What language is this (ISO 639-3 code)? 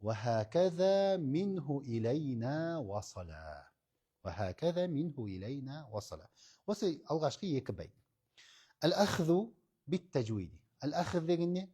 kaz